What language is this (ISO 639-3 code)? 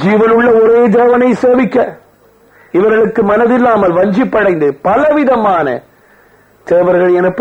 tam